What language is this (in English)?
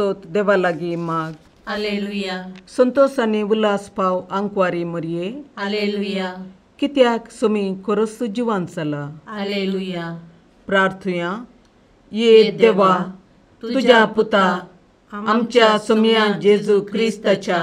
Konkani